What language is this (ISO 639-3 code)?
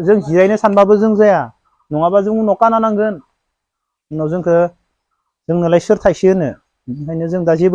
brx